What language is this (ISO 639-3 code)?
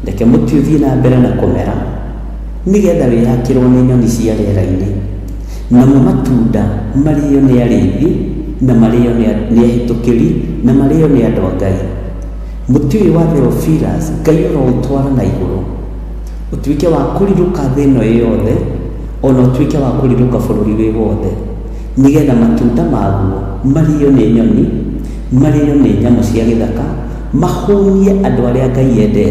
kik